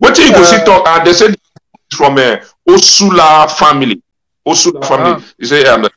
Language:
Nigerian Pidgin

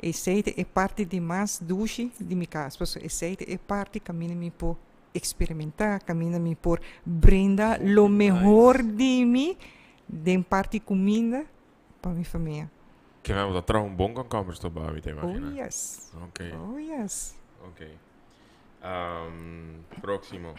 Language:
Papiamento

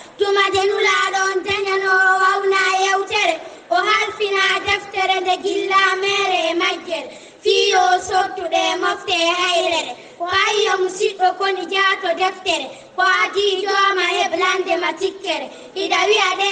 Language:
Fula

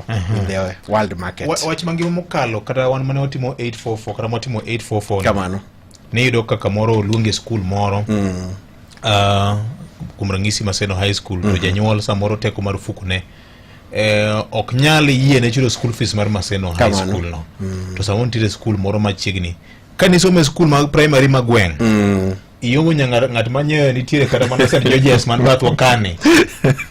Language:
Luo (Kenya and Tanzania)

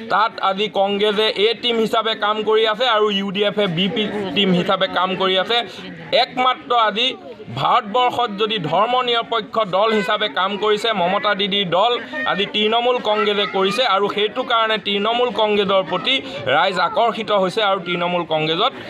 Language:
Assamese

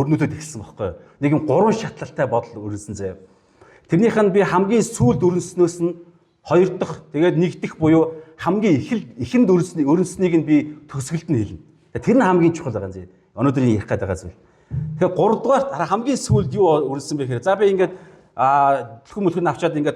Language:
Mongolian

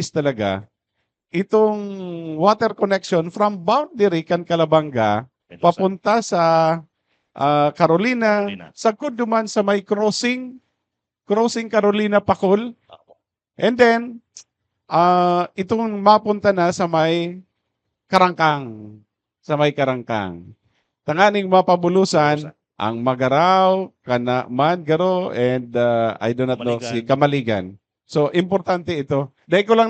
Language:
Bikol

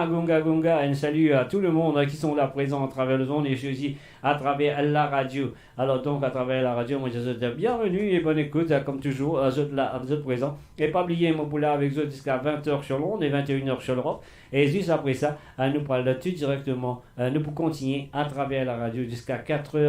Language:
Morisyen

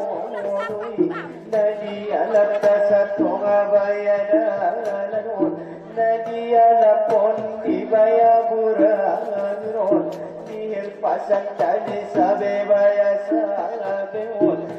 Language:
Batak Angkola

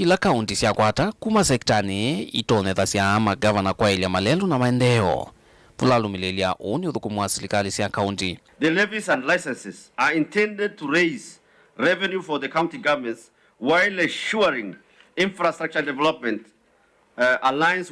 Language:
Kamba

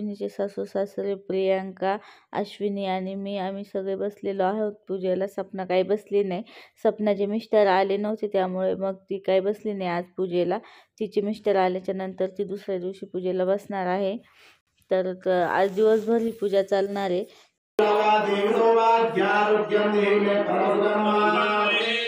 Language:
Marathi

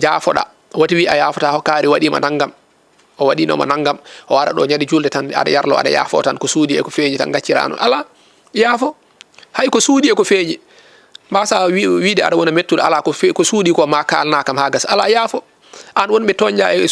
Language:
Fula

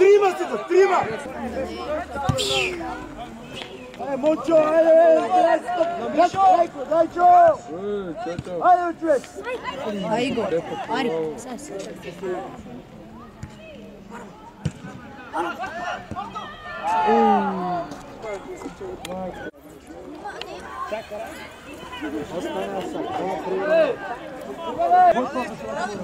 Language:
Bulgarian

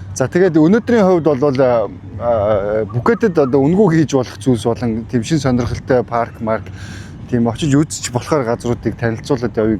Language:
Mongolian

